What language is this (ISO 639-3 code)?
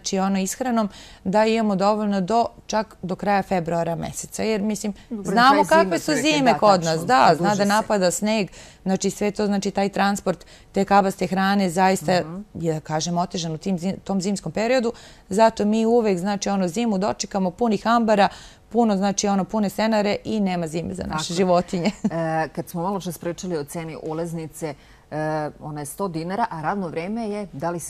srp